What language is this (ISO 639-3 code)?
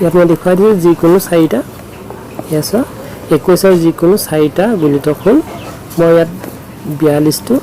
asm